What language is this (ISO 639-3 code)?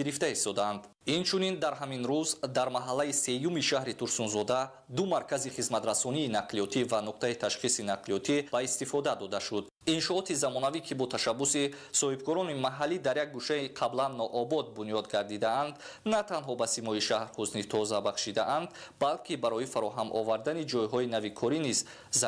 tgk